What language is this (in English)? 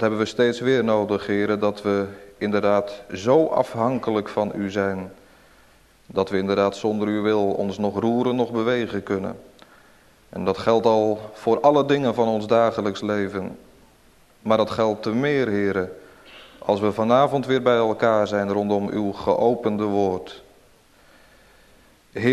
Dutch